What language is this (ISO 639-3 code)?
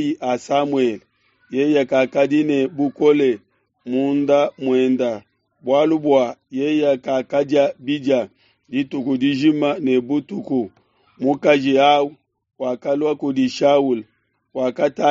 lua